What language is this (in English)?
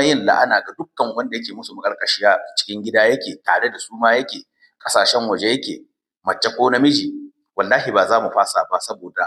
Hausa